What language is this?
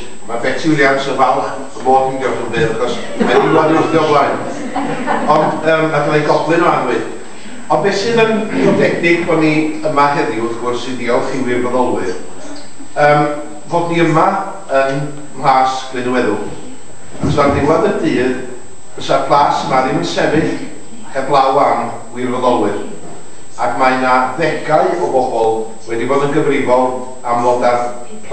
Welsh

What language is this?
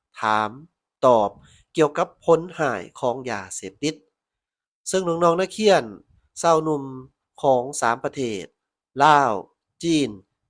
Lao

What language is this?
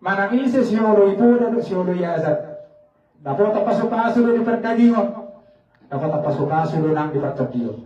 Batak Toba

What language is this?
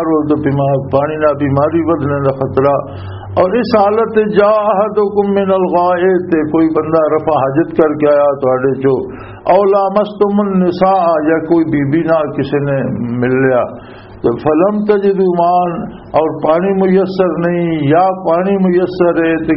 Western Panjabi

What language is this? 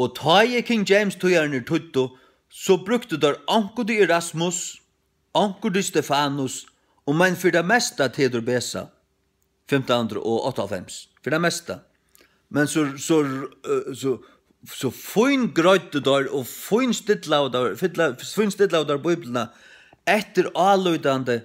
Faroese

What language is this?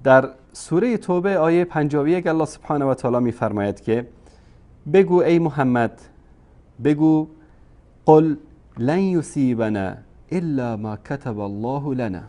Tajik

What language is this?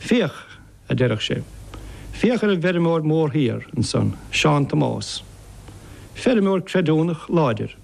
Irish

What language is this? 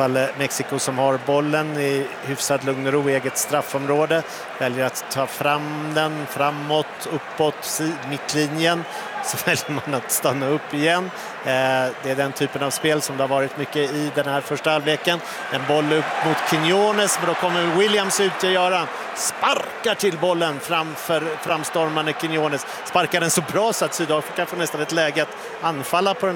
Swedish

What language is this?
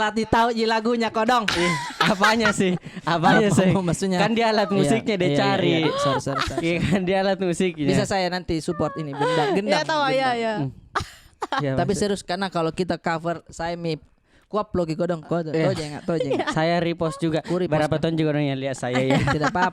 Makassar Malay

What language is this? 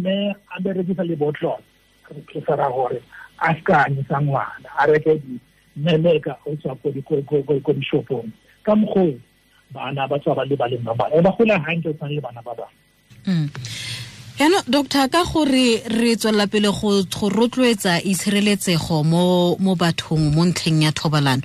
Tswana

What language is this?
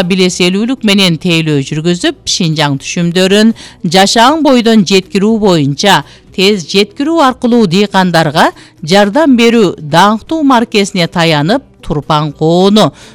Kyrgyz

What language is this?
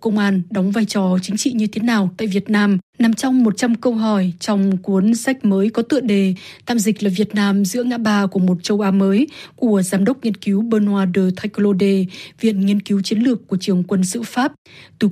Vietnamese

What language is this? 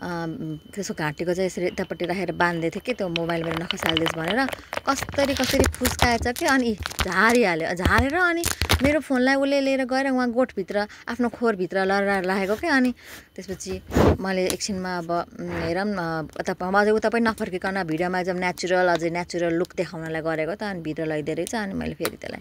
Nepali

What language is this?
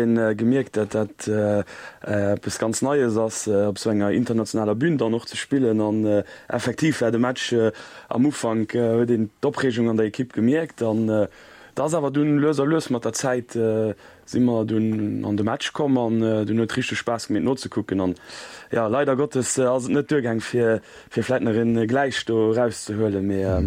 Luxembourgish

